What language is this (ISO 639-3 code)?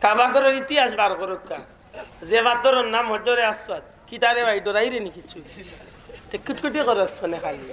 syl